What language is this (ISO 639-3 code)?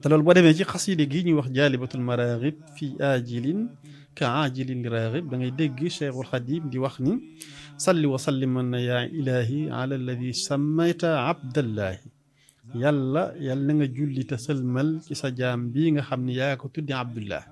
wol